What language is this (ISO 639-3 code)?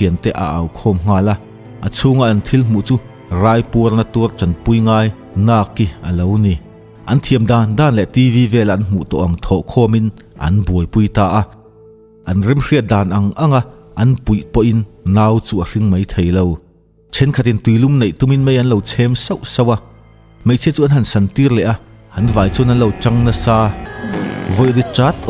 lus